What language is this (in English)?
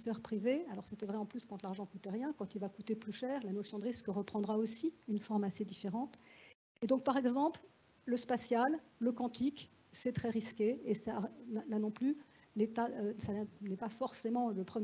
French